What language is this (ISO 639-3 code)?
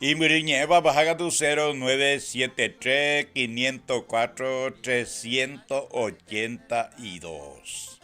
grn